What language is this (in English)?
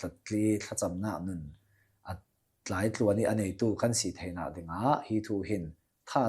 Hakha Chin